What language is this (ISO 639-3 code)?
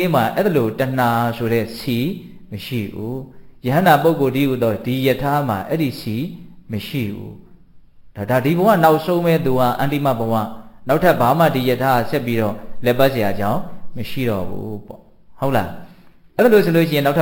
mya